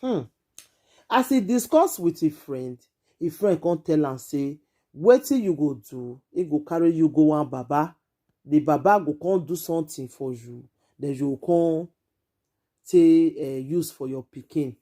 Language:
Nigerian Pidgin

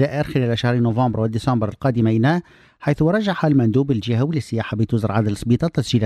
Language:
Tunisian Arabic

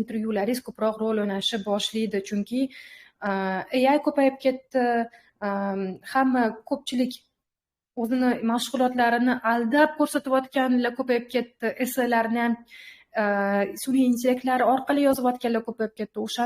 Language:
Uzbek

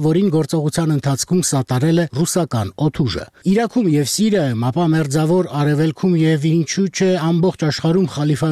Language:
Armenian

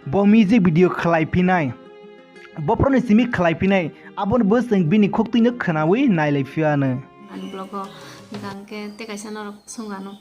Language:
Kok Borok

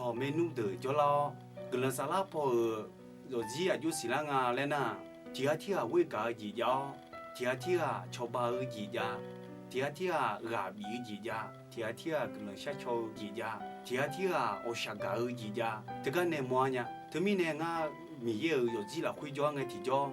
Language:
Akha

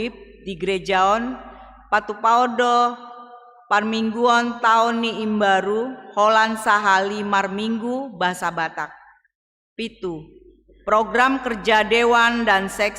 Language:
Batak Toba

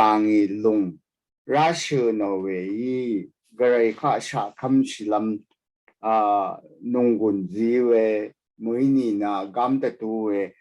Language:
Rawang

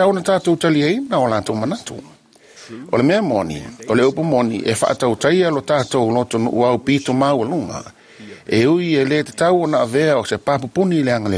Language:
Samoan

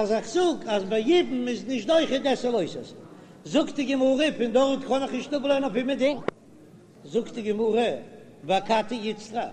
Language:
Yiddish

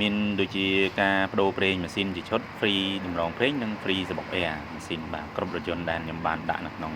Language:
Khmer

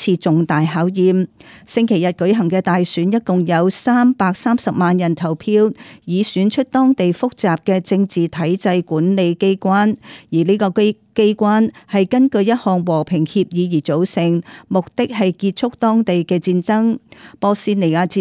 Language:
Cantonese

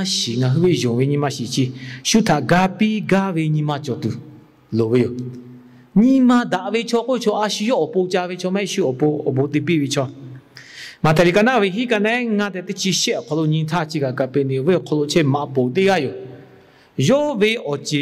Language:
Lahu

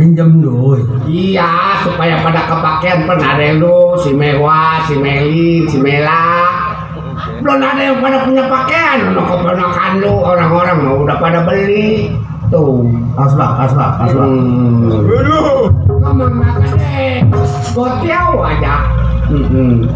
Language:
Betawi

